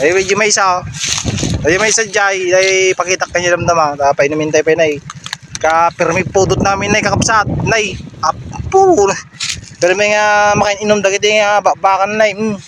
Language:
Iloko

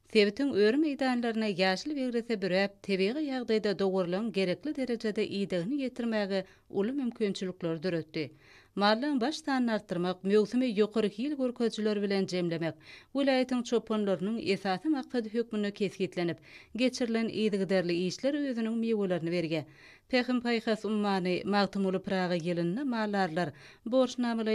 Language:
Turkmen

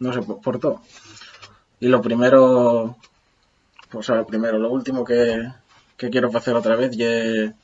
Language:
Asturian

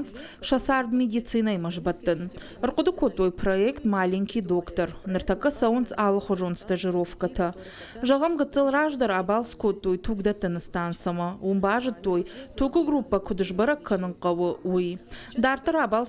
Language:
Ossetic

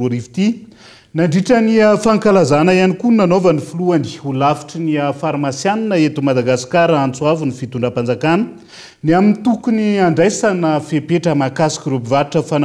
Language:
Malagasy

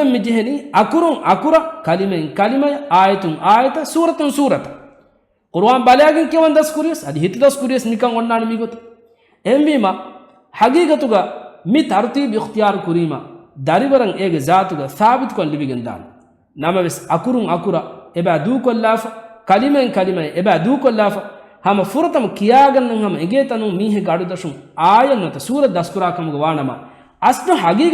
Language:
Divehi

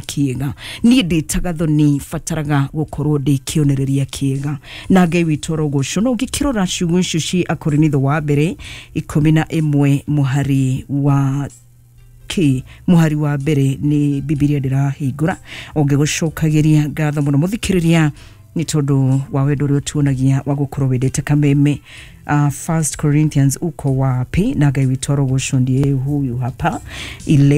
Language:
Kikuyu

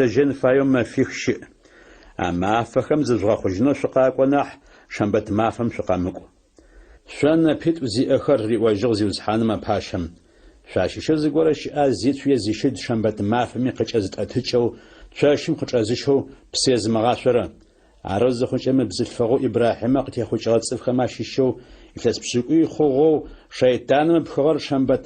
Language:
Adyghe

